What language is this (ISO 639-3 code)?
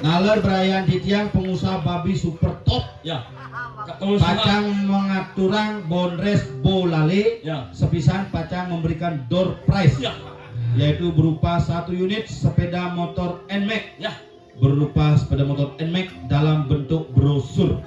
ban